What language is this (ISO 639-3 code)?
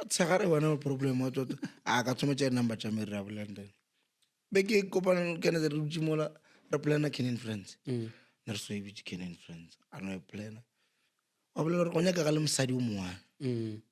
nso